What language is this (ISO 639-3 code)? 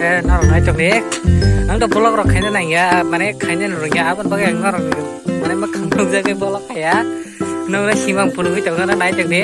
trp